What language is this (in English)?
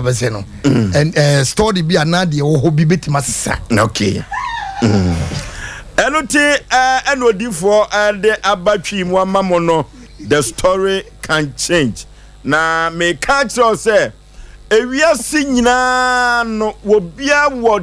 Akan